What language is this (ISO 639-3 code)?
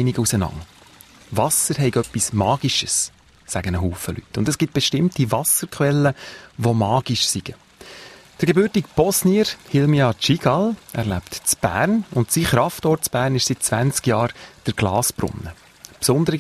deu